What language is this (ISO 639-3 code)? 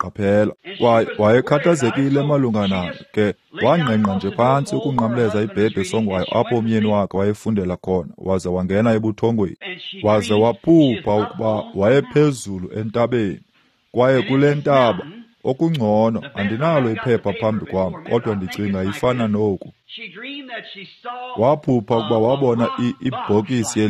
xho